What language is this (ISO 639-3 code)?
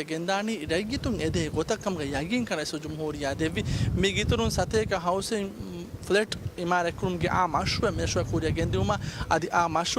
div